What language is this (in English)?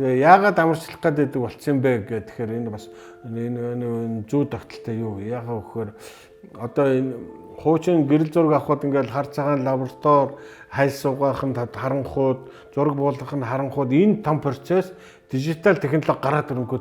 Mongolian